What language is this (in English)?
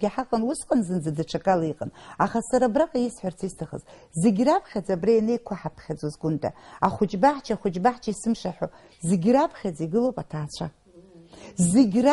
Abkhazian